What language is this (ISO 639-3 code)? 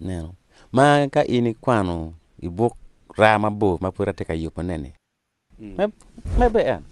ach